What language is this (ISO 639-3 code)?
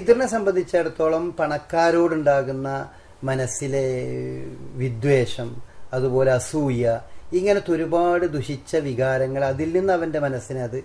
mal